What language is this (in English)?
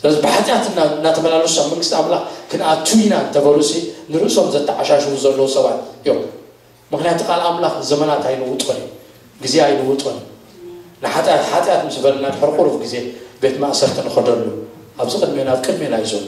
Tigrinya